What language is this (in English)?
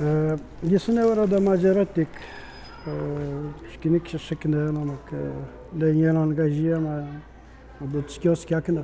Atikamekw